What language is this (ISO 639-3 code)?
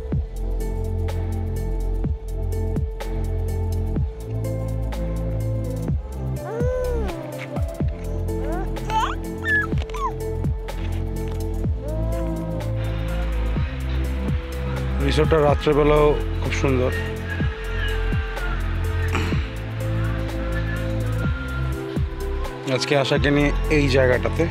ben